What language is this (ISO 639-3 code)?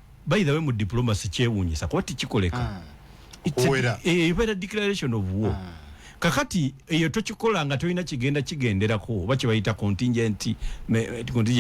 lug